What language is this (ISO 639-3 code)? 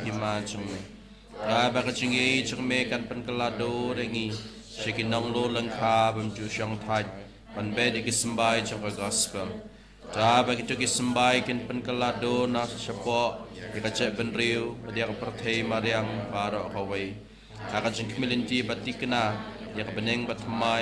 kha